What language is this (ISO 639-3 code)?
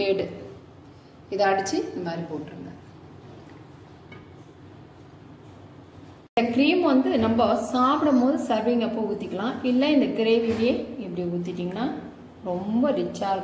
tam